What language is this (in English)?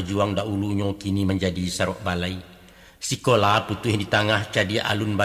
Minangkabau